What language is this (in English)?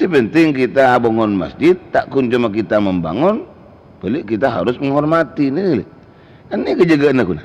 Madurese